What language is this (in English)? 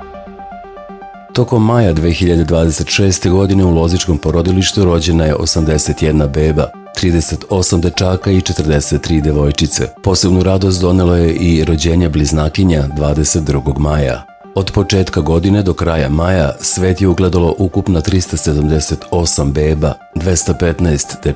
Serbian